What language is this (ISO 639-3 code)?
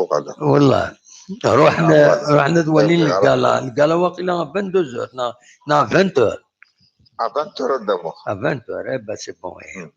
kab